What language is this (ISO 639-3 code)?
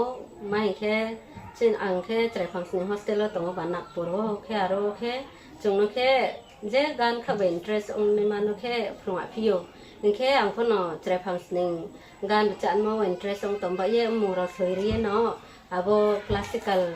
ria